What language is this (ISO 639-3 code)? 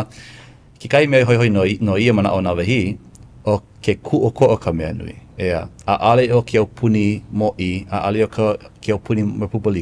haw